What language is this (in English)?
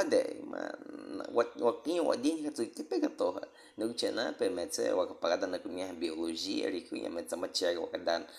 Baniwa